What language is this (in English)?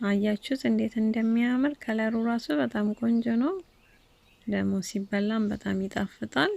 Amharic